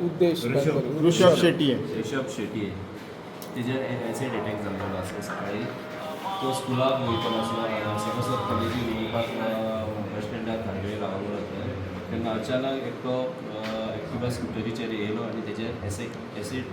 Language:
Konkani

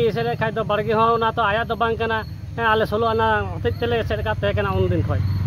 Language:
Santali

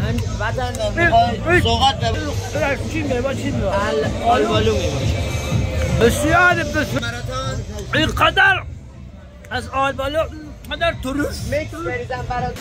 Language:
Tajik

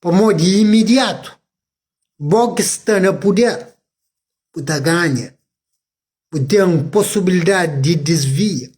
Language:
Kabuverdianu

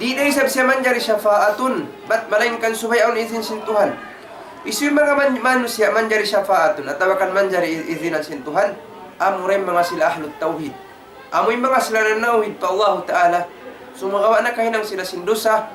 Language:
Tausug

